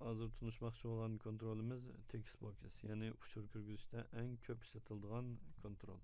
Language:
Uyghur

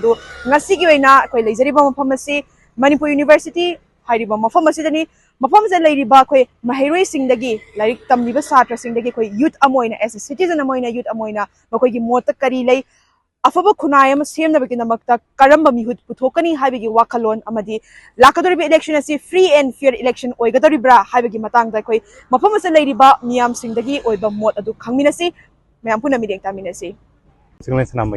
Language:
Manipuri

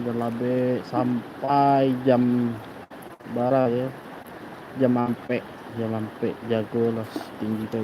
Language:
Minangkabau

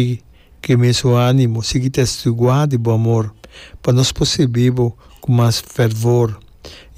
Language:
Papiamento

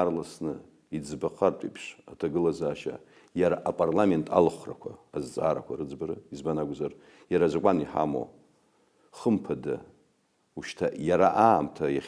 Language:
Abkhazian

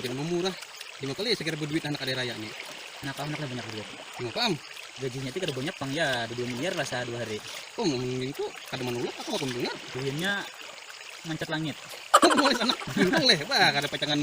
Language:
Banjar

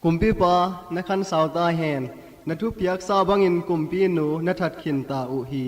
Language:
Tedim Chin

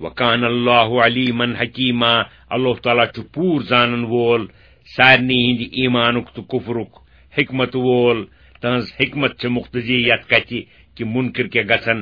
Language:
Kashmiri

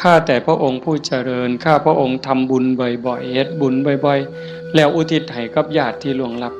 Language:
Northeastern Thai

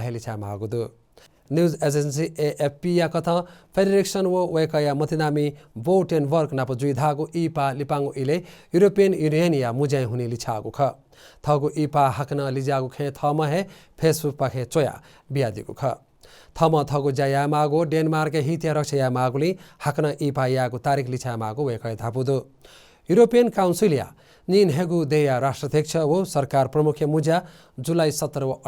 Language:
Newari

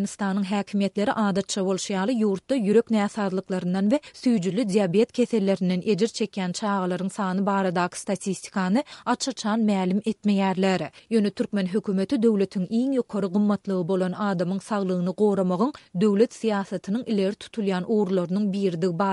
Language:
Turkmen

